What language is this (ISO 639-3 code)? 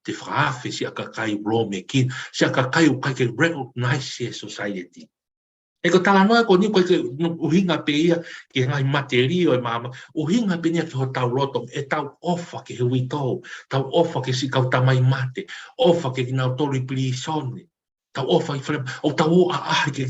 ton